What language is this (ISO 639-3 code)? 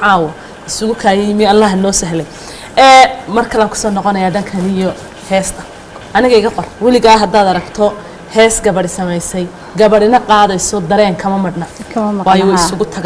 som